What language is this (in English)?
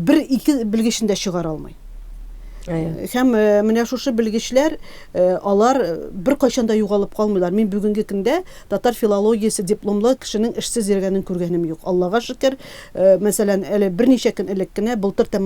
Tatar